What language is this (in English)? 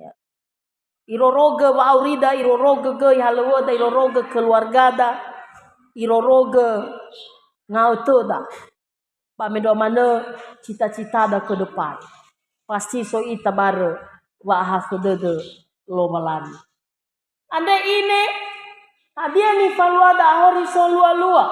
Nias